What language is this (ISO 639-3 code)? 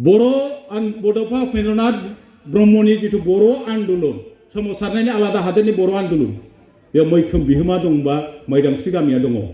brx